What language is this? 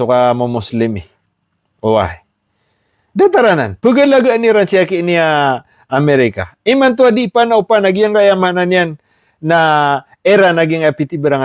Maranao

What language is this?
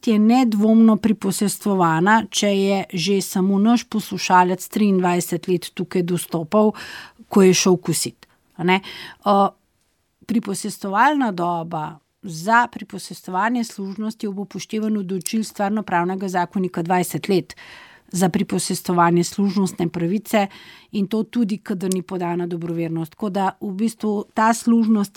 Slovenian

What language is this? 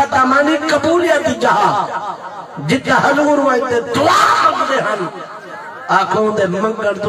Saraiki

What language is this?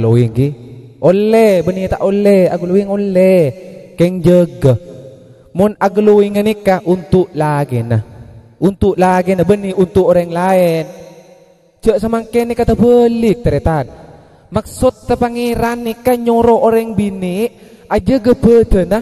Madurese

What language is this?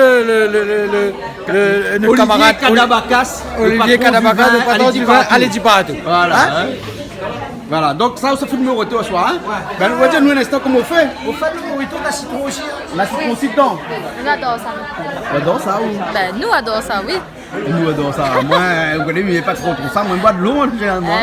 Réunion Creole French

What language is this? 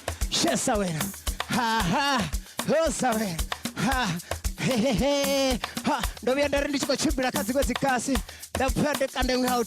Venda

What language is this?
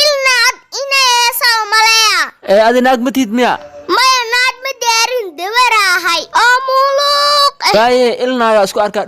Somali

